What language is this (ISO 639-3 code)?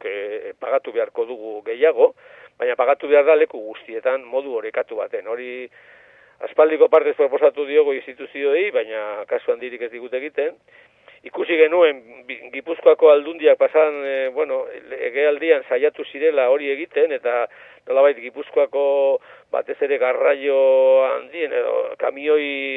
eus